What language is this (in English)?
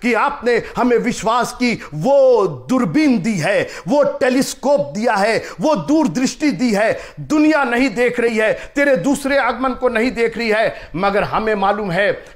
Hindi